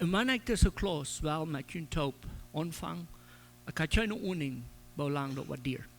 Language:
Plautdietsch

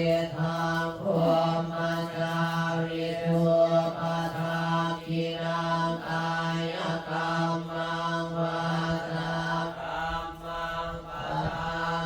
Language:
Pali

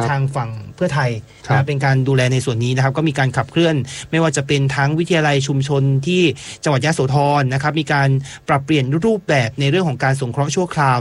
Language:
Thai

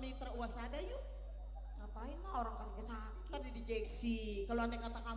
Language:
Betawi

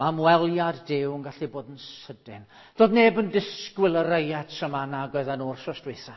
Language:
Welsh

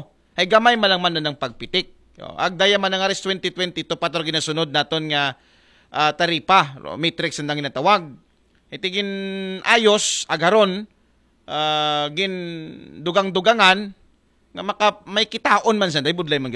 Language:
Aklanon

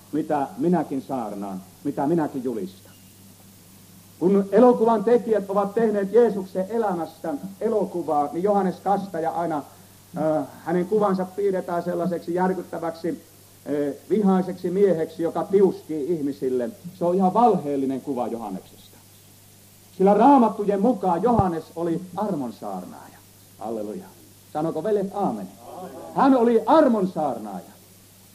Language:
Finnish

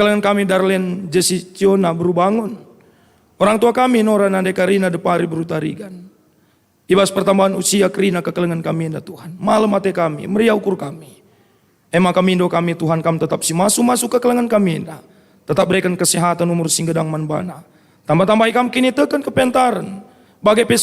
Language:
Batak Karo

